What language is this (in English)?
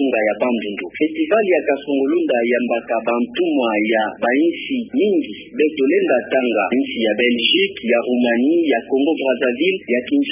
Kituba (Democratic Republic of Congo)